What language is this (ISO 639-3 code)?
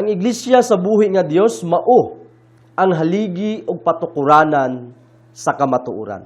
ceb